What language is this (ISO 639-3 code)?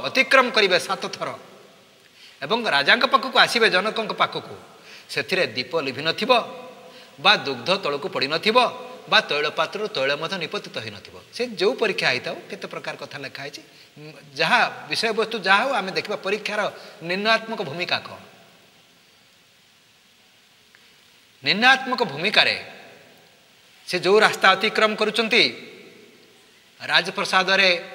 ori